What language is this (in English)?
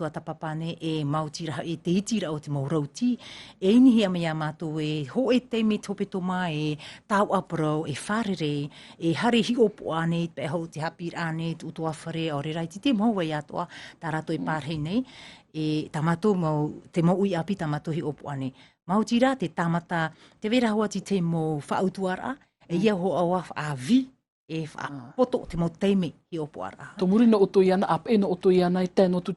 Tahitian